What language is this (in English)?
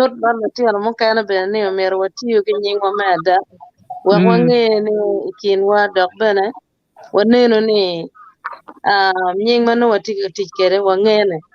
Acoli